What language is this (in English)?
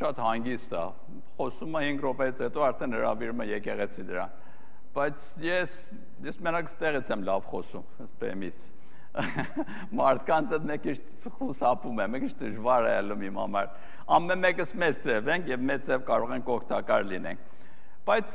Armenian